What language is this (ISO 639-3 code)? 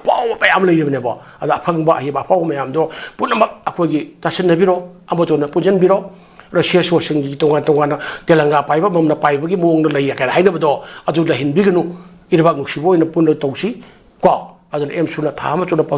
mni